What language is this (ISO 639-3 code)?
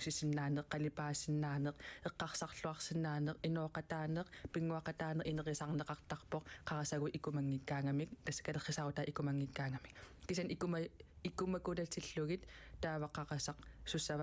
kal